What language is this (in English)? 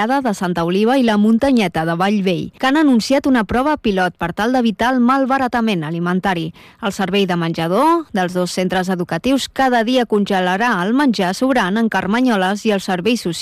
Catalan